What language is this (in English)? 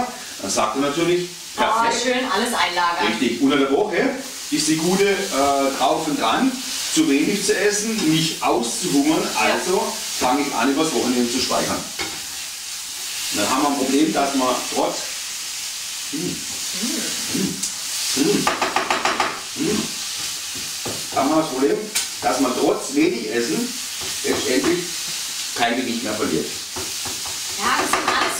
German